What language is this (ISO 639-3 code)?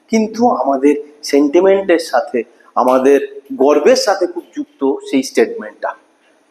ben